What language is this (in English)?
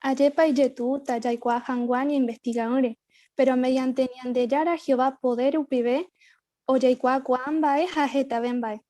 Guarani